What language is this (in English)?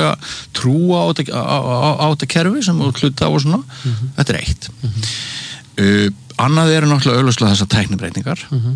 Icelandic